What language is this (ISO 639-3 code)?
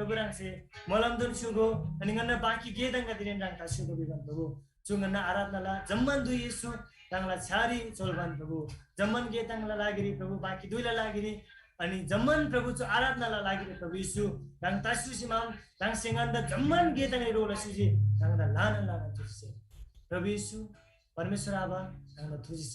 taj